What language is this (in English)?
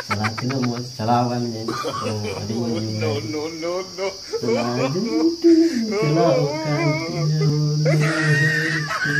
Santali